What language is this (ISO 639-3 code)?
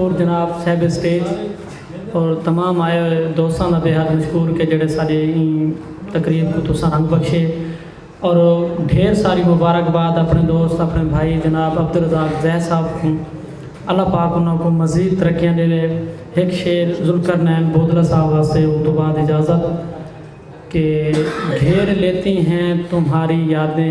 skr